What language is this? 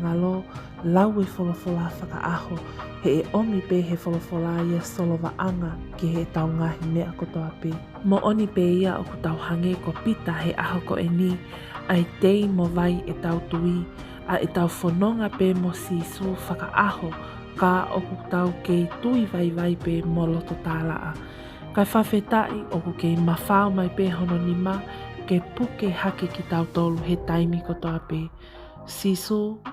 Tongan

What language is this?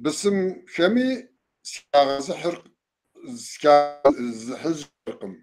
Kabardian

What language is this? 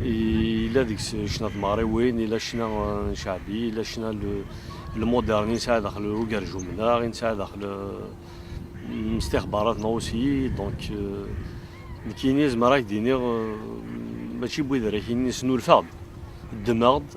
Kabyle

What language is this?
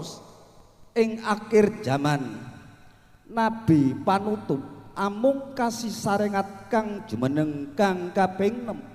Javanese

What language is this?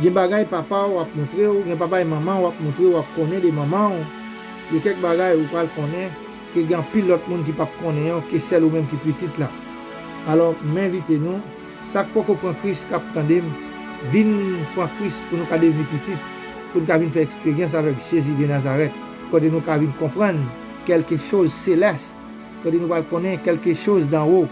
Haitian Creole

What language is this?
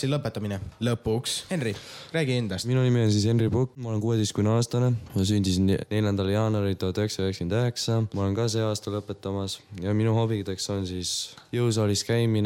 Estonian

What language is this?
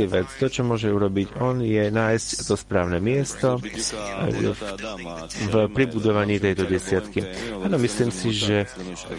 Slovak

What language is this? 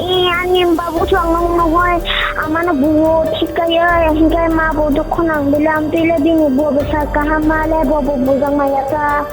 Kok Borok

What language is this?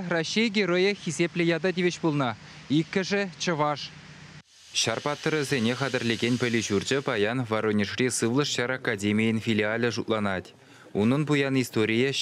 Chuvash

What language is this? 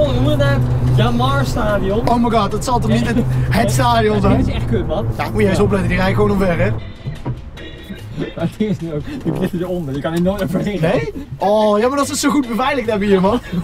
Dutch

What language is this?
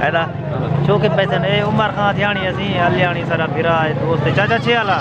Saraiki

